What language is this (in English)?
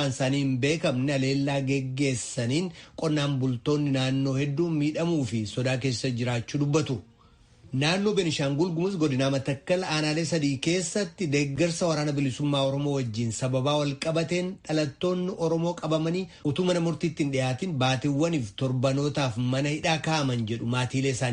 Oromo